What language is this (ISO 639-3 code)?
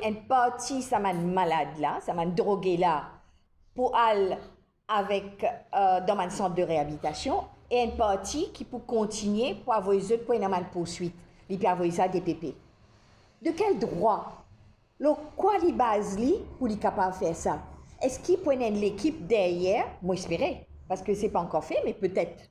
mfe